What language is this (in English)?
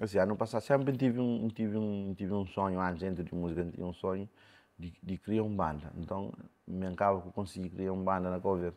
Kabuverdianu